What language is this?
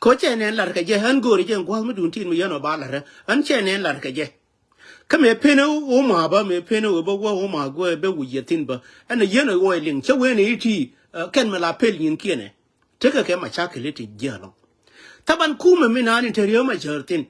Nuer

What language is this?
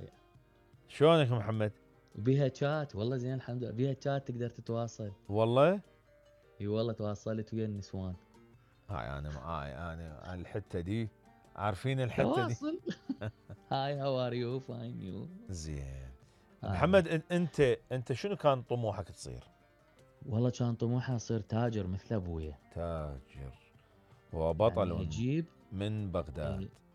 Mesopotamian Arabic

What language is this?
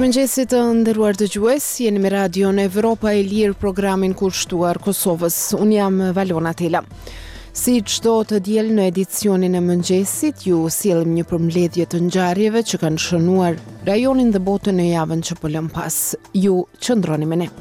Albanian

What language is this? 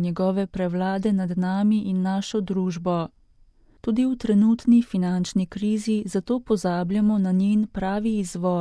Slovenian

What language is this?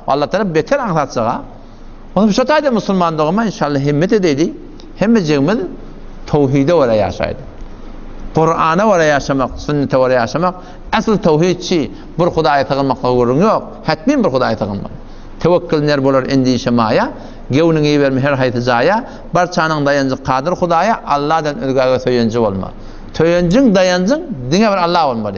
Turkmen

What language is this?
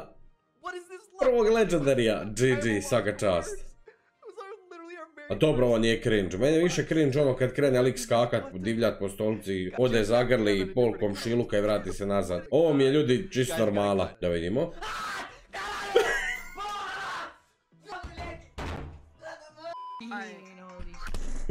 Croatian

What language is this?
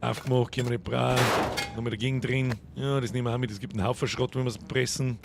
Bavarian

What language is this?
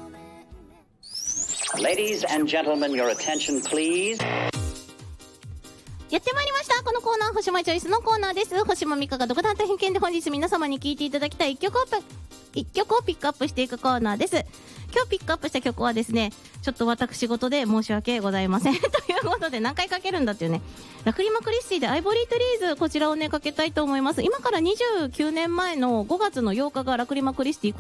Japanese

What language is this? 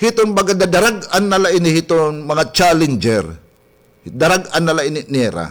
Waray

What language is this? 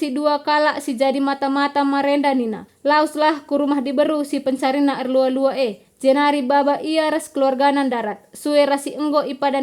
Batak Karo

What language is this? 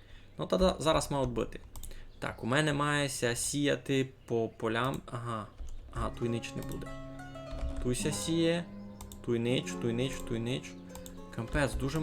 Rusyn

